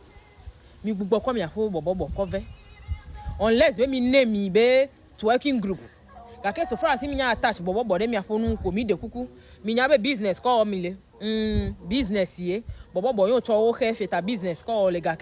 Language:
Ewe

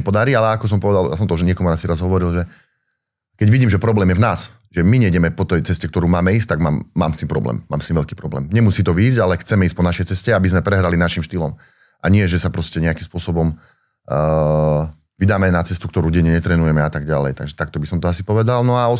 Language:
Slovak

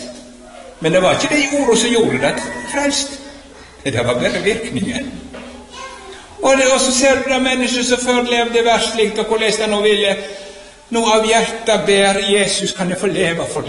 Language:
Norwegian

